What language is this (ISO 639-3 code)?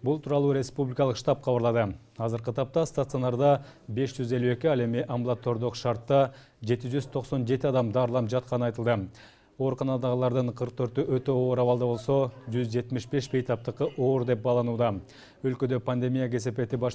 kir